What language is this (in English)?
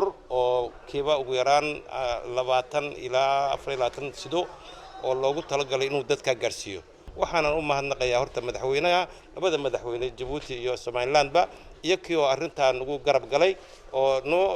Somali